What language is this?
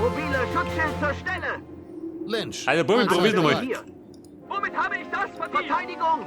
Bavarian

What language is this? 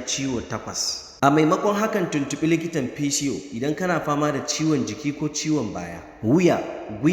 Hausa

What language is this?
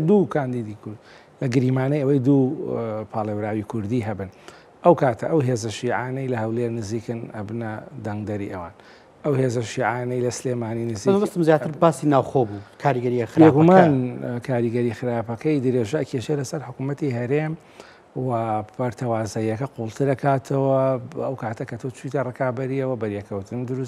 Central Kurdish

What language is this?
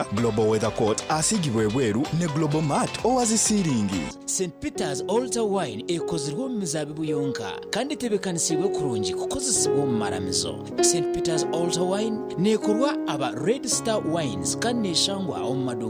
Nyankole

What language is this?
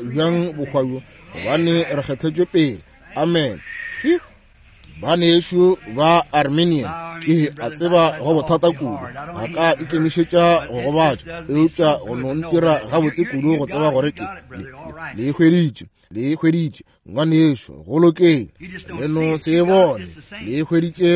Northern Sotho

